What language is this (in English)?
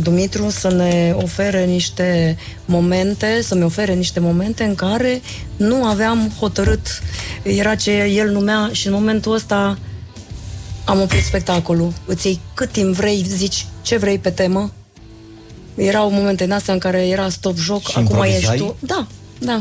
Romanian